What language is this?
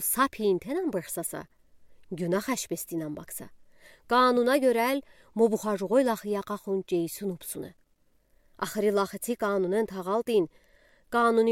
Udi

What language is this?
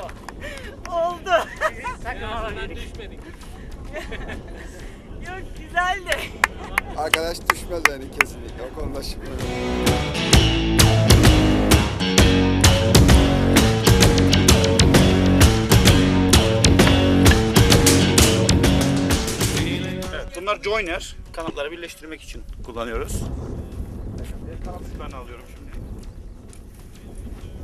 Turkish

